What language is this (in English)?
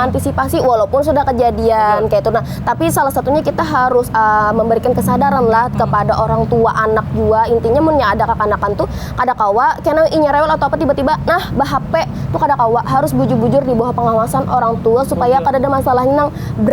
Banjar